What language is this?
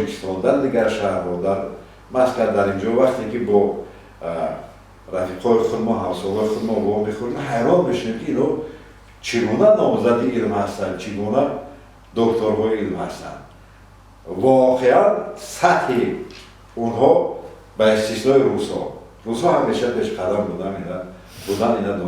Tajik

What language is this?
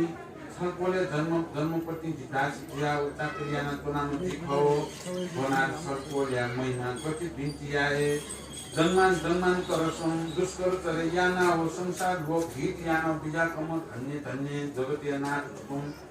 Newari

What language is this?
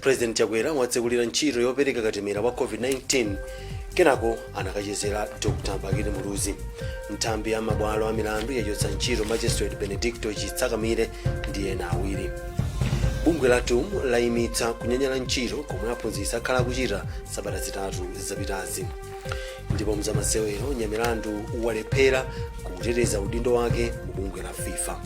Nyanja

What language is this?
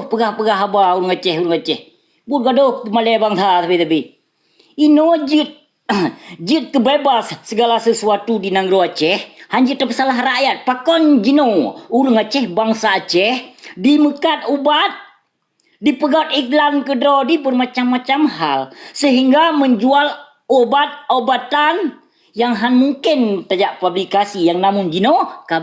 Achinese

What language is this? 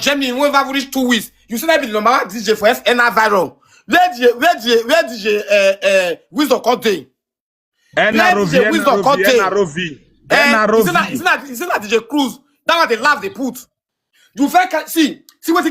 Nigerian Pidgin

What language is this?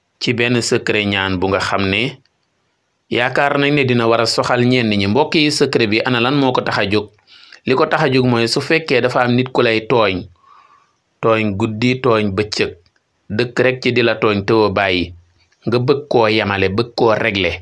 Wolof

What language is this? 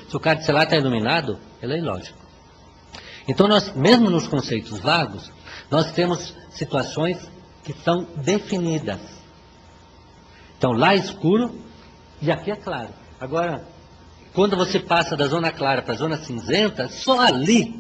Portuguese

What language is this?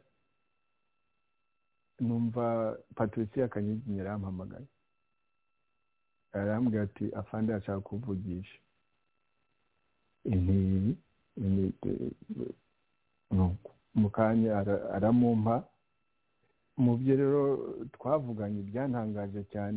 Kinyarwanda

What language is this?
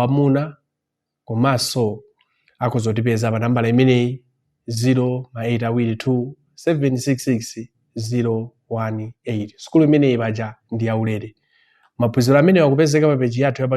Nyanja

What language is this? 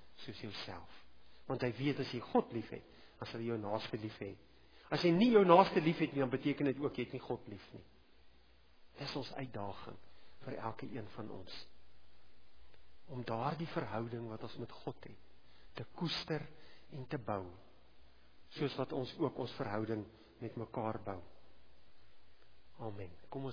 Afrikaans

